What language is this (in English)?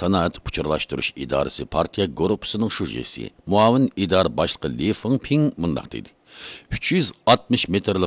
Uyghur